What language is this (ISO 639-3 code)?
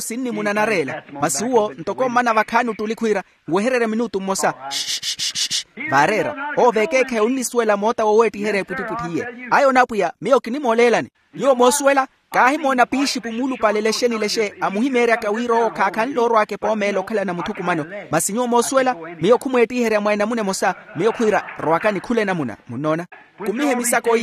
vmw